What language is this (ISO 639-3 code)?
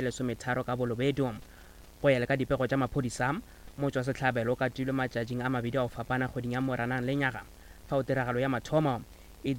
nso